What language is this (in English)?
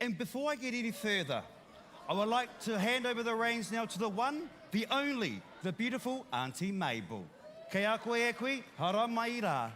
Māori